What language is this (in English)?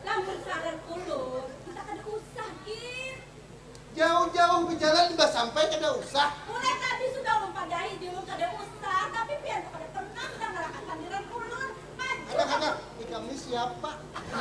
Banjar